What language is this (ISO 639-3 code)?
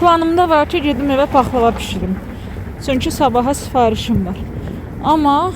aze